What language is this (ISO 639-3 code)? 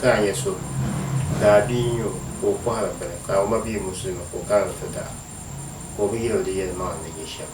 dag